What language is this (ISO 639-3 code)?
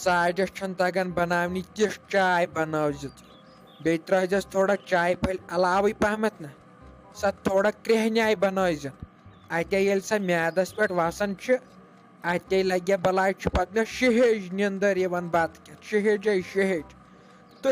kas